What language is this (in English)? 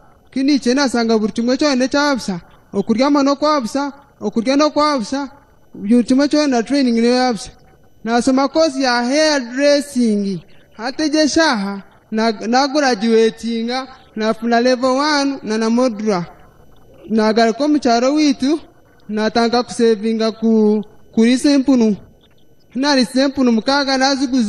Nyankole